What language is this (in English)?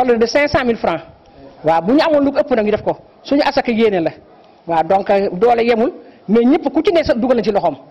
Wolof